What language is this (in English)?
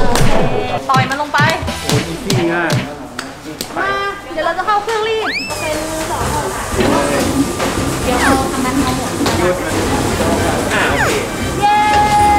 Thai